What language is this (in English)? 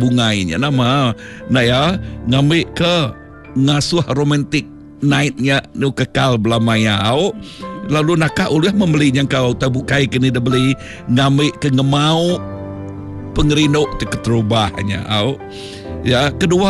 Iban